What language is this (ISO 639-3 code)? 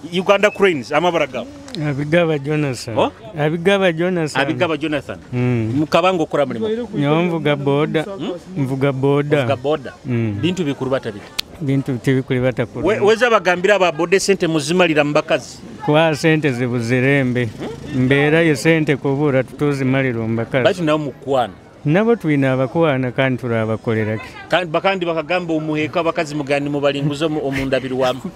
nyo